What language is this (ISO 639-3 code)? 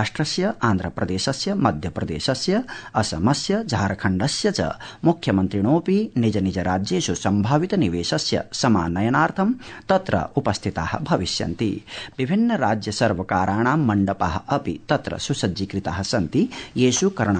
san